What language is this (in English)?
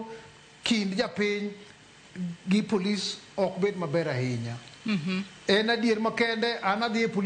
Luo (Kenya and Tanzania)